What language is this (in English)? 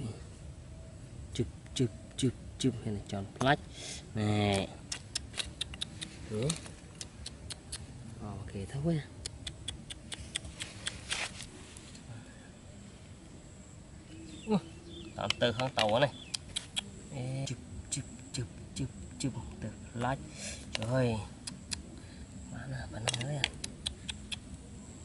Vietnamese